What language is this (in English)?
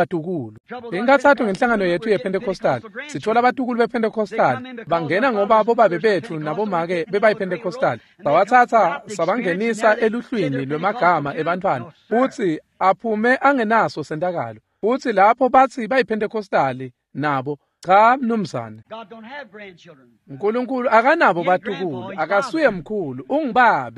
Swati